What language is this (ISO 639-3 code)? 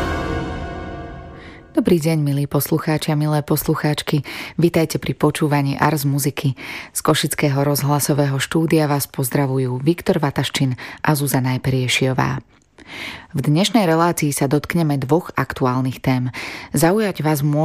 slk